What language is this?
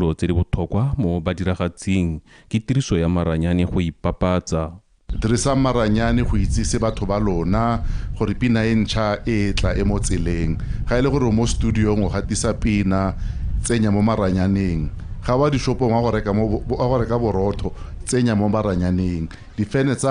Tswana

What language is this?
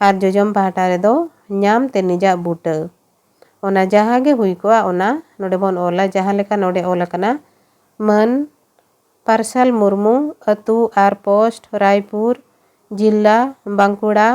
Santali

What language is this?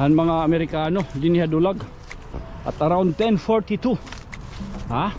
Waray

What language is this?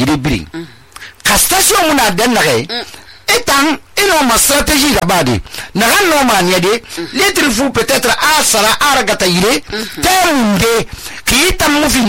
Susu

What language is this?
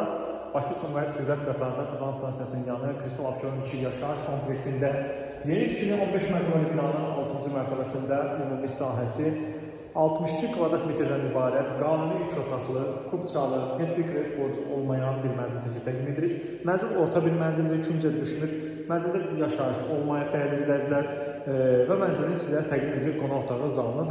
Azerbaijani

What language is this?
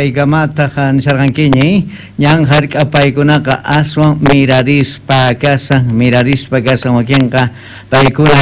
South Bolivian Quechua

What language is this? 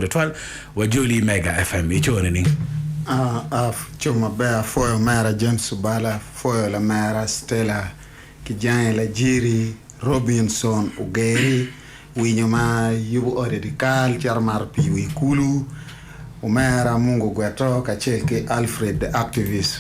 Acoli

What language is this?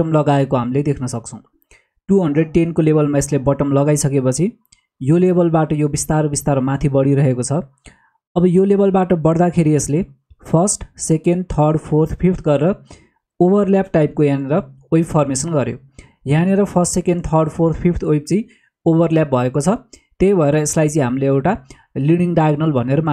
Nepali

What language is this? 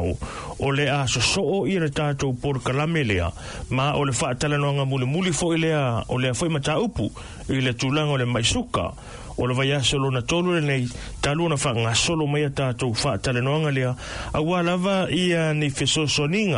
Samoan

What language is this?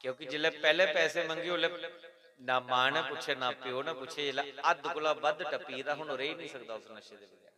Dogri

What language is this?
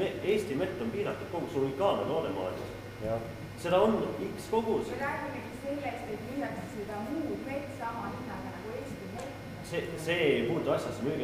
Estonian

